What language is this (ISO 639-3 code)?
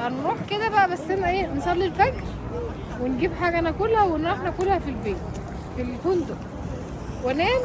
arz